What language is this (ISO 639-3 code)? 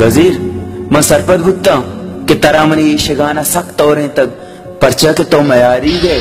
bal